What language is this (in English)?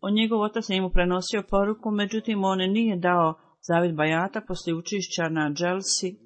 Bosnian